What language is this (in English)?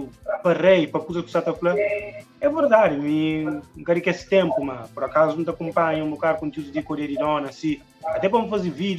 Kabuverdianu